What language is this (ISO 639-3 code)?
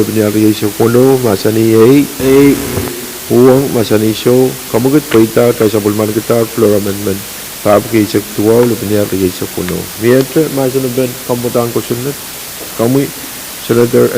pon